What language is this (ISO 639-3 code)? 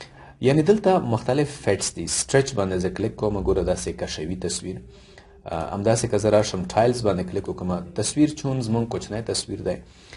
pus